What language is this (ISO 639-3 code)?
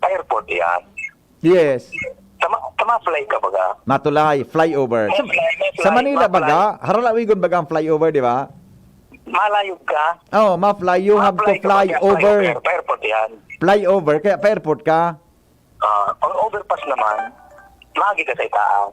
bik